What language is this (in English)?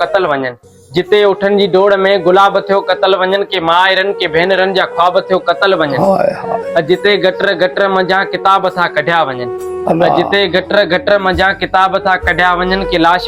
Sindhi